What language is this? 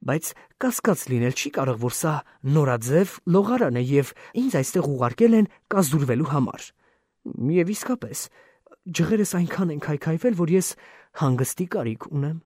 Armenian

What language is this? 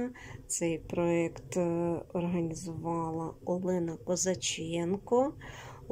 Ukrainian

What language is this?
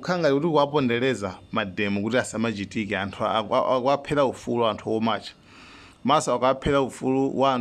Nyanja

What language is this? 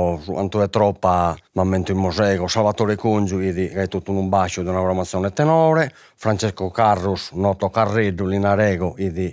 Sardinian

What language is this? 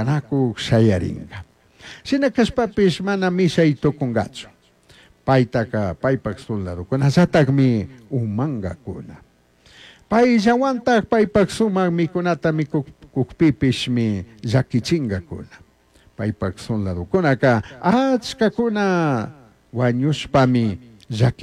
Chimborazo Highland Quichua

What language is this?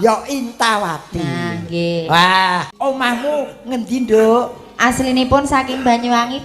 Javanese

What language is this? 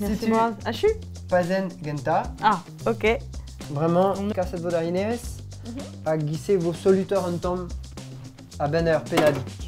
Breton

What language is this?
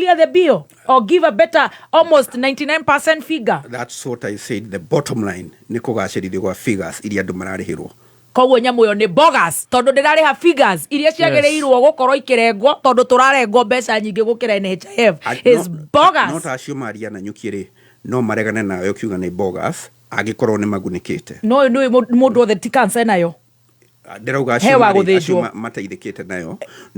Kikuyu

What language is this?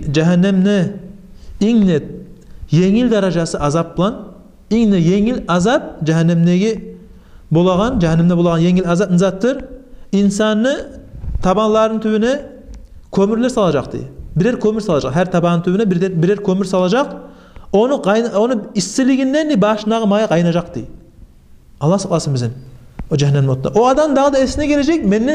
Kumyk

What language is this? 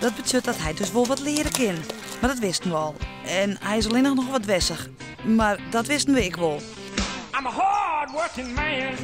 Western Frisian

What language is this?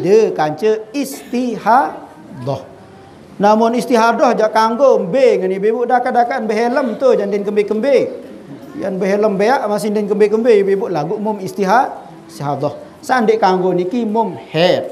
Sasak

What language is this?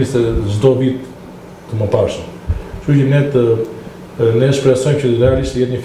Albanian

